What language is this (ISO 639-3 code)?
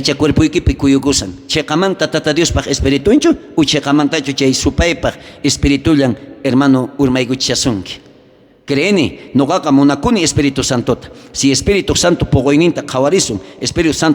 quh